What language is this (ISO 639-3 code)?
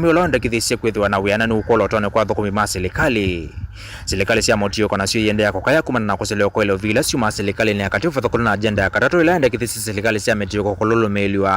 kam